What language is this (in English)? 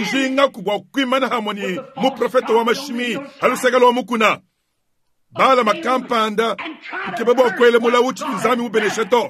Luba-Lulua